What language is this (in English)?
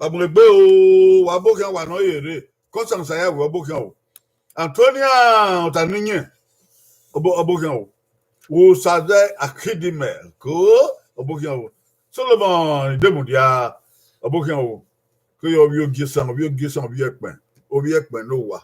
Bini